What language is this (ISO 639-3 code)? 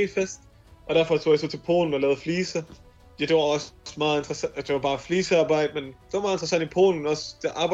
dan